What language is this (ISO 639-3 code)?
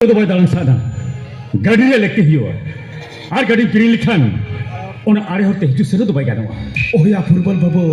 sat